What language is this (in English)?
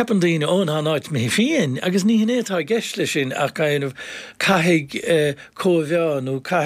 Irish